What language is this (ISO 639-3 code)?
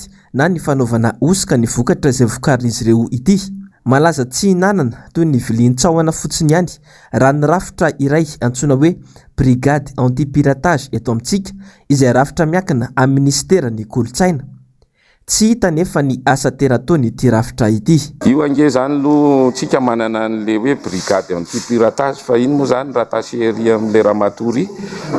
mlg